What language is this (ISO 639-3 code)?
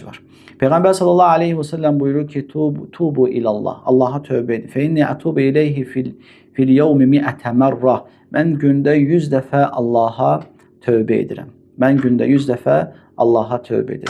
aze